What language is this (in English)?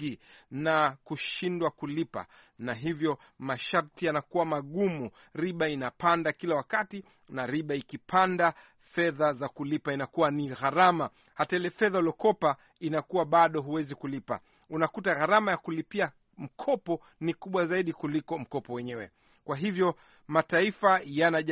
Swahili